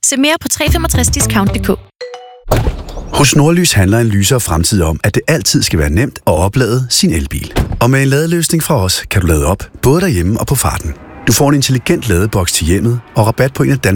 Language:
Danish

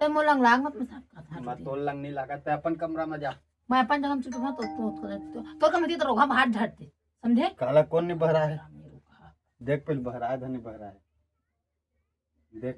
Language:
Chhattisgarhi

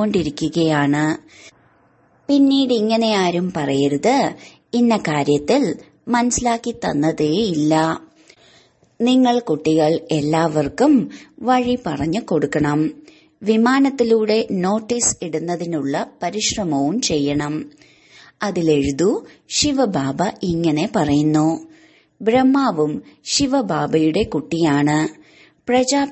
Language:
Malayalam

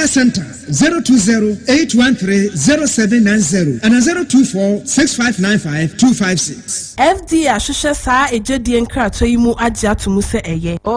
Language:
Akan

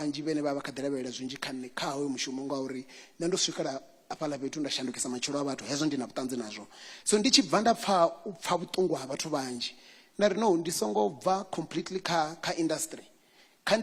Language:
Venda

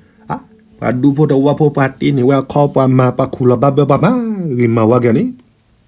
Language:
S'gaw Karen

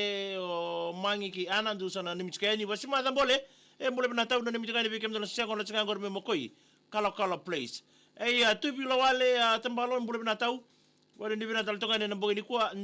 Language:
Fijian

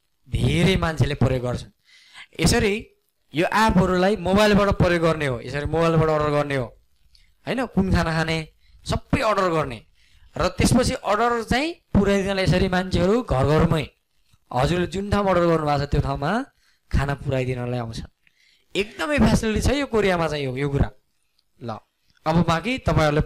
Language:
Nepali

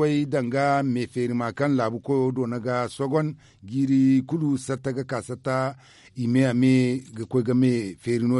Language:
Zarma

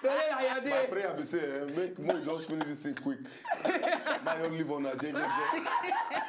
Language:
Nigerian Pidgin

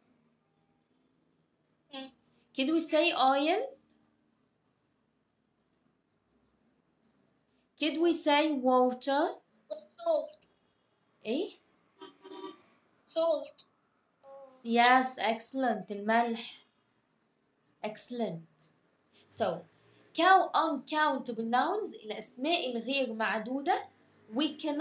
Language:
Egyptian Arabic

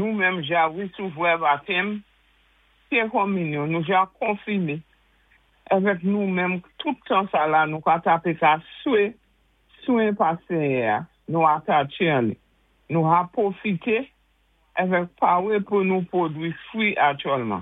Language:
Saint Lucian Creole French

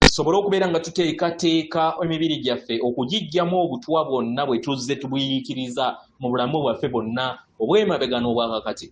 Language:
Ganda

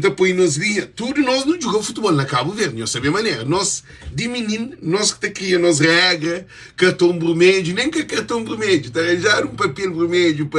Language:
Kabuverdianu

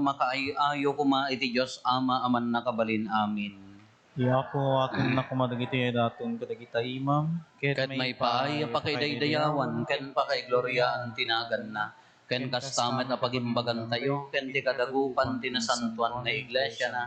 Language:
Iloko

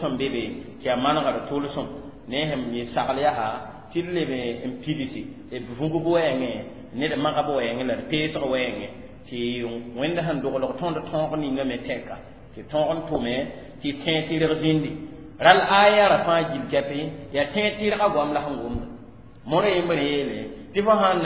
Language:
Mossi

